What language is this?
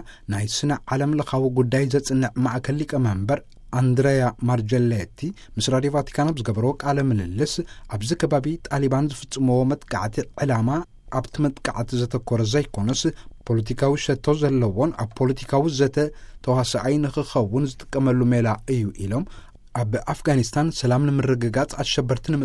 Tigrinya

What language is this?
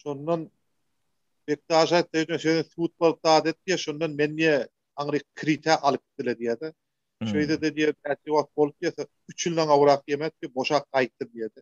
Turkmen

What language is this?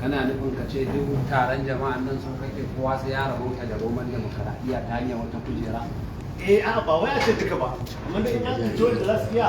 Hausa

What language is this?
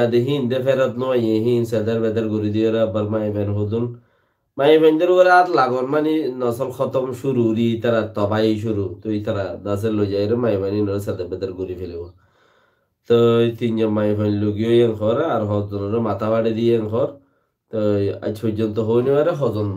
Rohingya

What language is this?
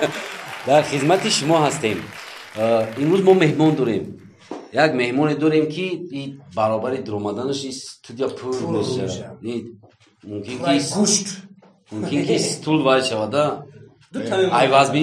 Tajik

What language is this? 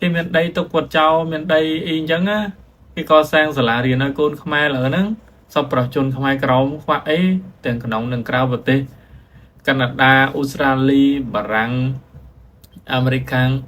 Khmer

